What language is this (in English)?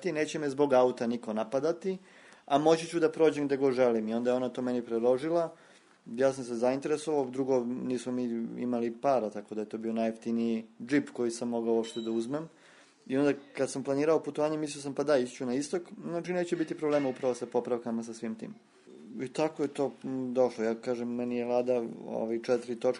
Serbian